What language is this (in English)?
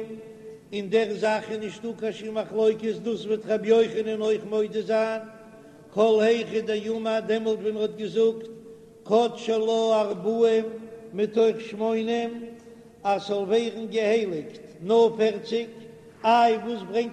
Yiddish